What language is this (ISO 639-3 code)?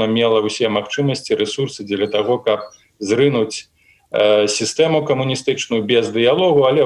bel